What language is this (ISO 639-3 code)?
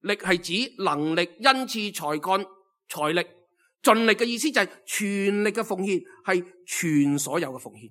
yue